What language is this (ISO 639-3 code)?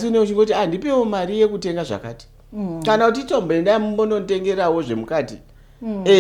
sna